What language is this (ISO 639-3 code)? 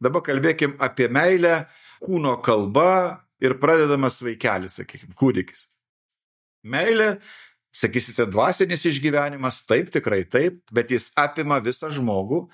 lit